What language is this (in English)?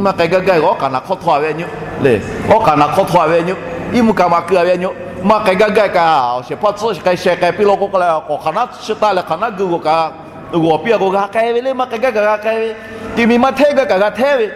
Lahu